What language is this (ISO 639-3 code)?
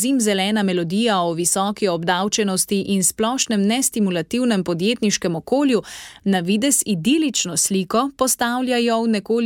slv